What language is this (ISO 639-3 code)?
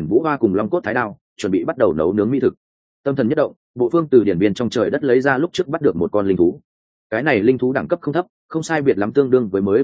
vie